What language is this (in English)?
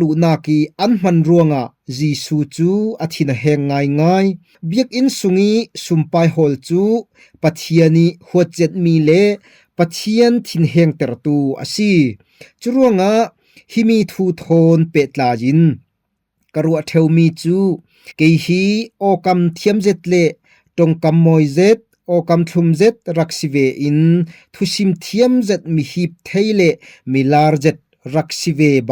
Falam Chin